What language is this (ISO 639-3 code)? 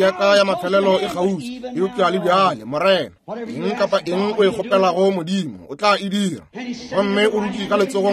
nso